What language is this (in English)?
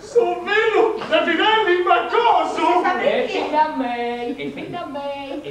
Sardinian